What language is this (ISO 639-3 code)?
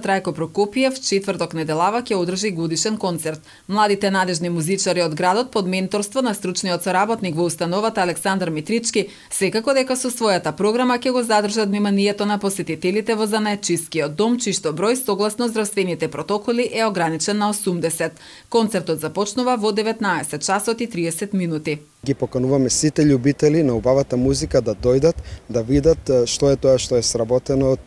mkd